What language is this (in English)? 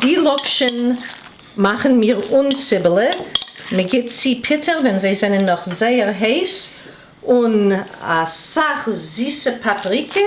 Yiddish